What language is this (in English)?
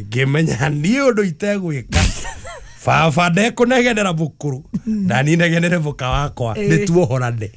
Kikuyu